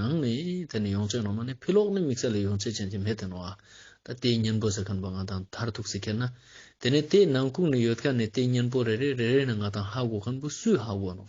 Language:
Ladakhi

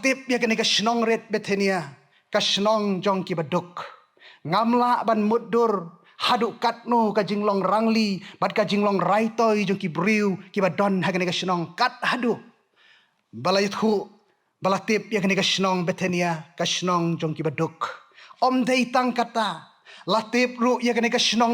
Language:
Khasi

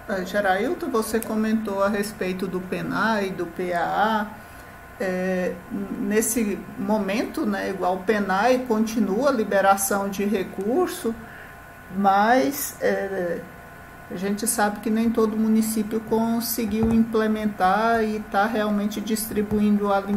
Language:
Portuguese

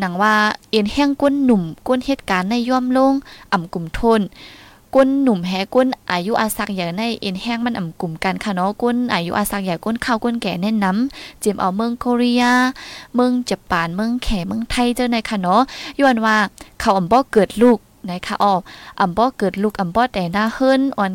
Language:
Thai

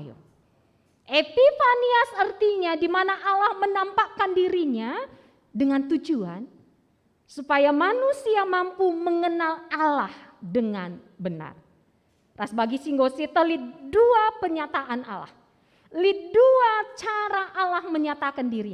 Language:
Batak Karo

